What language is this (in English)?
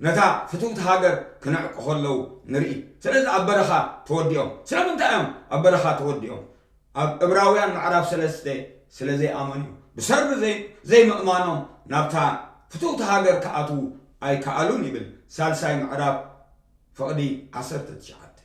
Tigrinya